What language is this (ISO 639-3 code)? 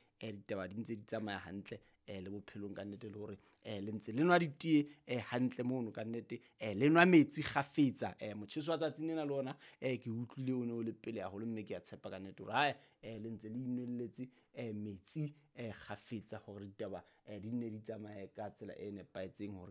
sot